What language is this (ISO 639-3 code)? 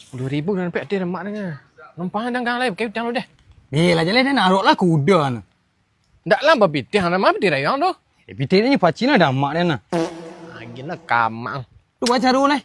min